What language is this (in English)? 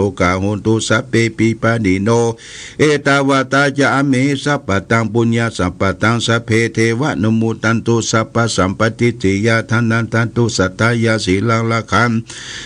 Pali